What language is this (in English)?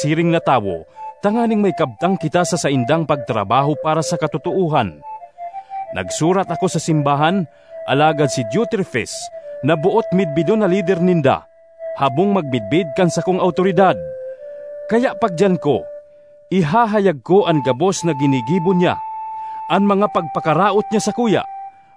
Bikol